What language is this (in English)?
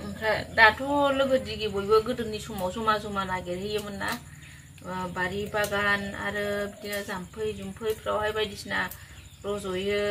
Bodo